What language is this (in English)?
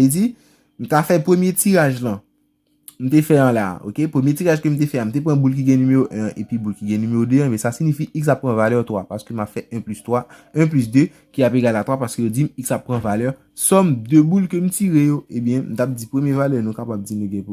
Haitian Creole